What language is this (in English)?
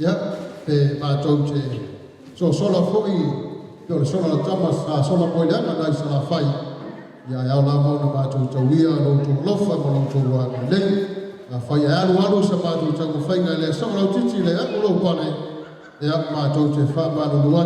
Samoan